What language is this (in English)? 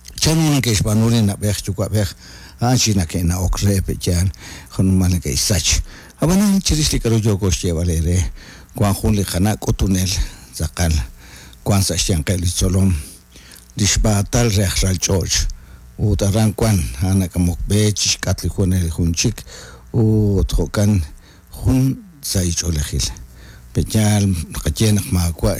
Kekchí